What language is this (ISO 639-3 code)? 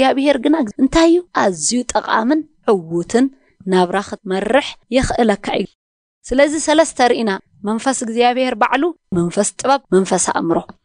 tir